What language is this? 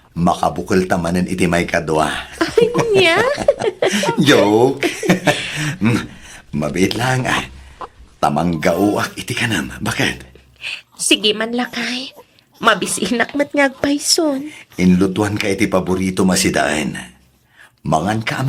Iloko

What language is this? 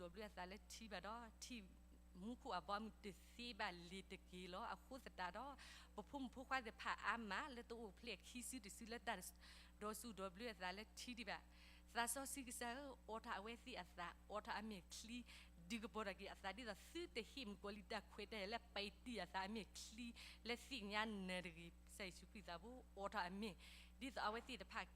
S'gaw Karen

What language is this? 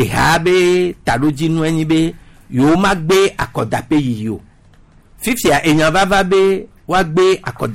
Gen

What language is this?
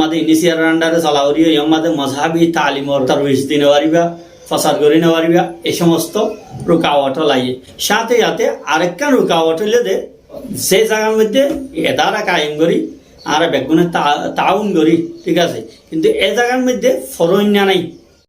Rohingya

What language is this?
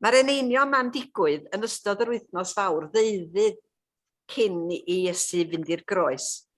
Welsh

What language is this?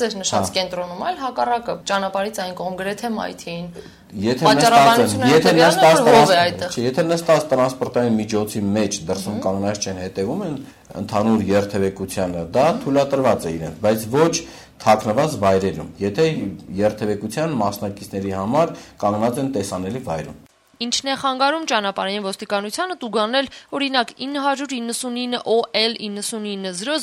Armenian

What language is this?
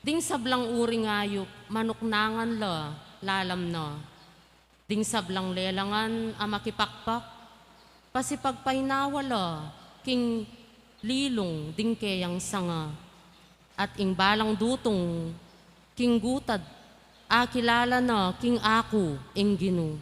Pampanga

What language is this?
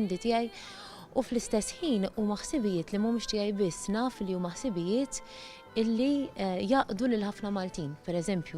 Maltese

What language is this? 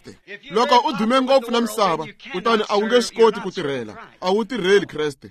Tsonga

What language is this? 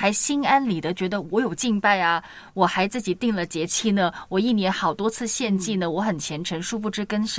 Chinese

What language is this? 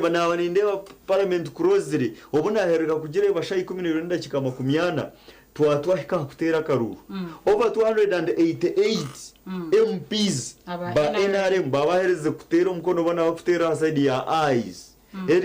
Nyankole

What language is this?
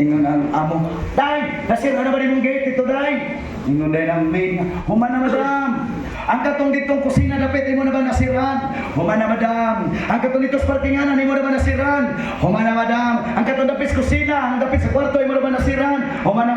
Cebuano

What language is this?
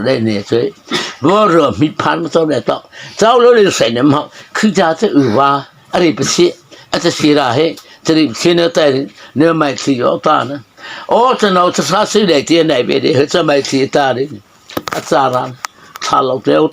Mara Chin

